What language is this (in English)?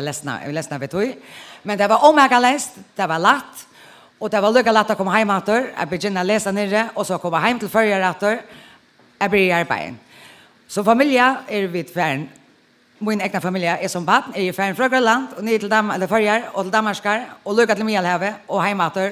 Faroese